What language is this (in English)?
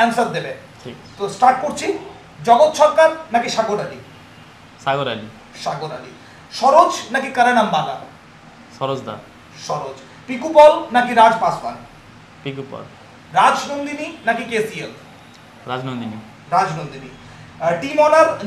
Bangla